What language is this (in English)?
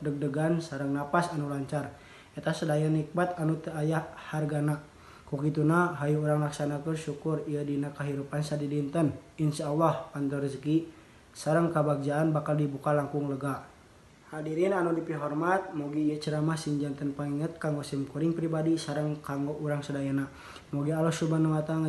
Sundanese